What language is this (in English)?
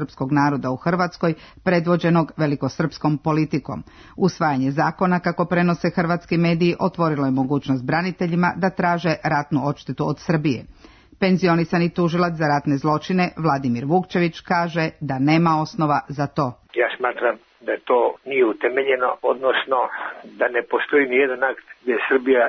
Serbian